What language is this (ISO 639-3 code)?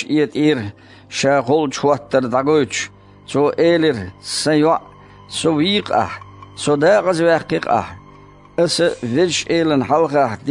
che